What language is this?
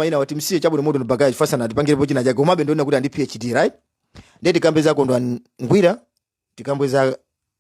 Nyanja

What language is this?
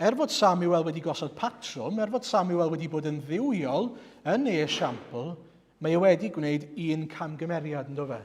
Welsh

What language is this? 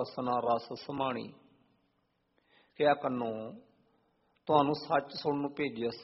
Punjabi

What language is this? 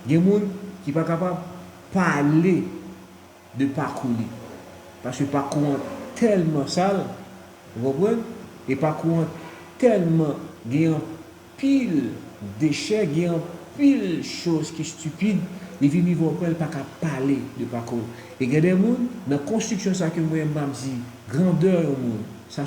Haitian Creole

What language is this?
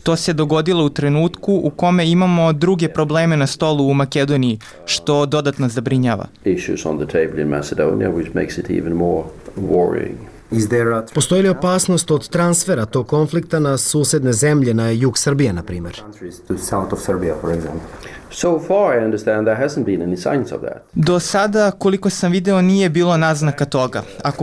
Serbian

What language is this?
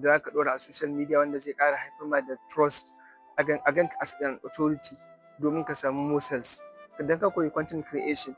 Hausa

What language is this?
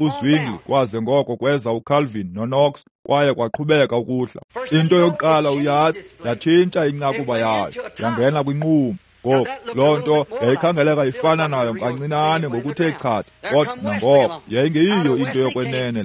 Xhosa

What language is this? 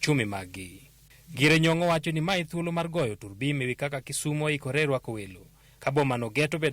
Luo (Kenya and Tanzania)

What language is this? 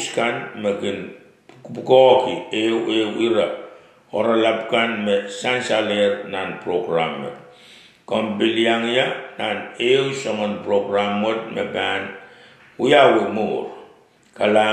Pohnpeian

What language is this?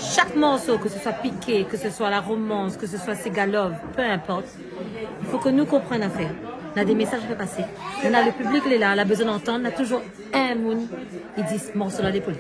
Réunion Creole French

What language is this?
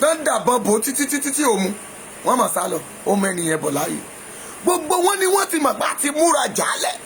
Yoruba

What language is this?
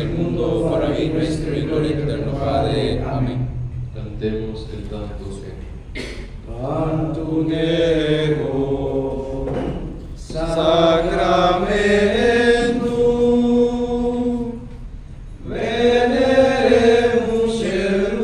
Spanish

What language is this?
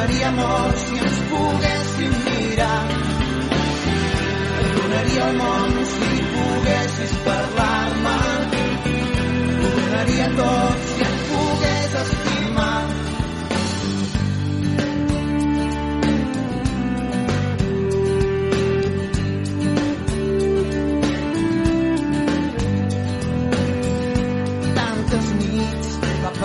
Catalan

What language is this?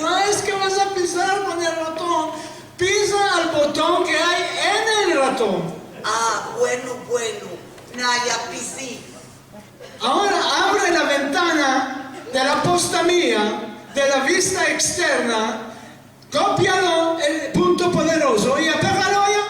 Ladino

